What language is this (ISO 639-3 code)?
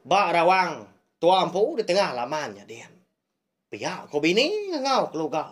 iba